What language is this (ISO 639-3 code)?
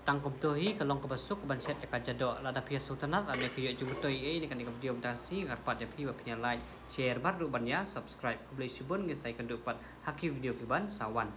kha